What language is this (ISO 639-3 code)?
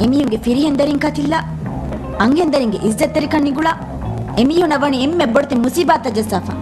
div